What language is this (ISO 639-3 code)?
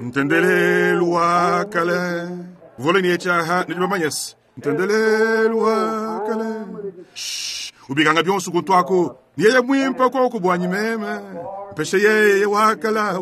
lua